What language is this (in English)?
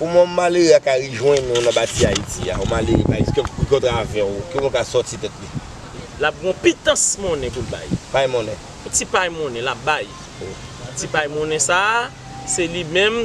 Haitian Creole